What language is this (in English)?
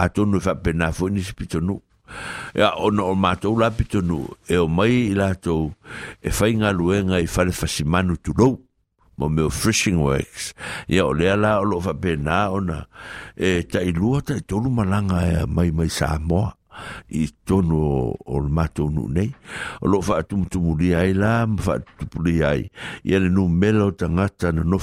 Samoan